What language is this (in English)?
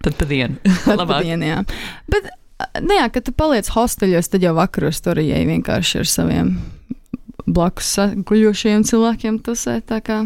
Latvian